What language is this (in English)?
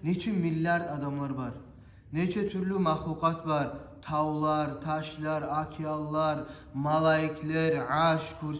Kumyk